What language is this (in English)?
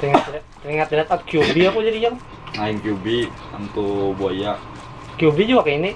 Banjar